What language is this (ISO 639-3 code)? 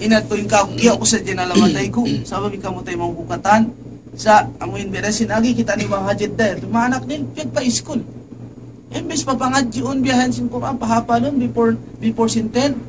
tsg